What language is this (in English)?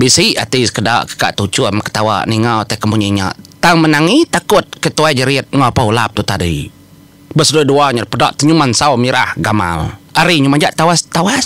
Iban